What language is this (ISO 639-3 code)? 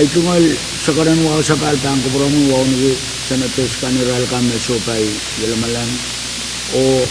pon